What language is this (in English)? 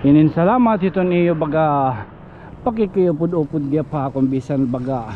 Waray